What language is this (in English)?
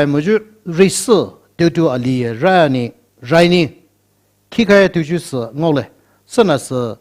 Poumei Naga